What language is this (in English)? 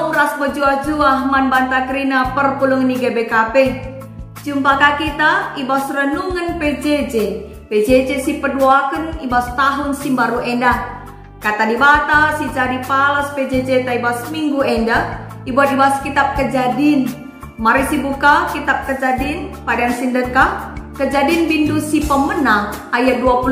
Batak Karo